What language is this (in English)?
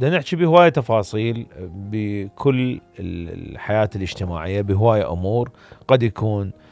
Mesopotamian Arabic